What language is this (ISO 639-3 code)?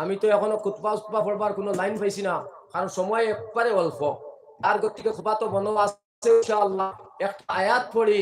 syl